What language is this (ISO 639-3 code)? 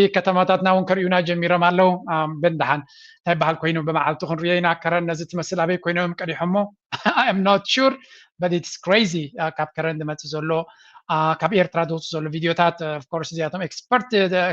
tir